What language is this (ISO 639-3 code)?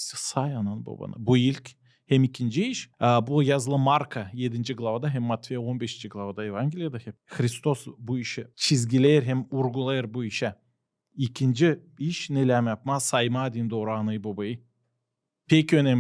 gag